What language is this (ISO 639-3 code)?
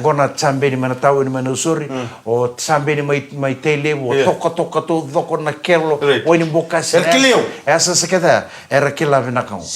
fij